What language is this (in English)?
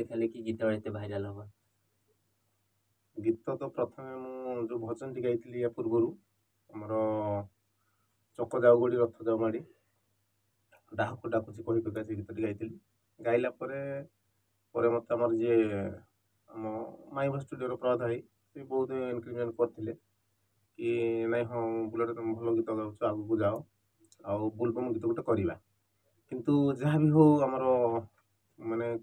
Odia